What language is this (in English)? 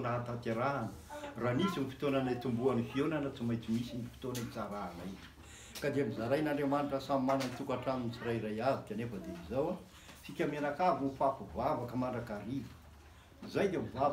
Malagasy